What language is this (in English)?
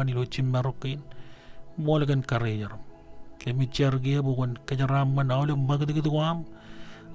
Marshallese